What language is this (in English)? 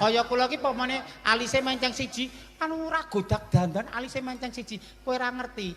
Javanese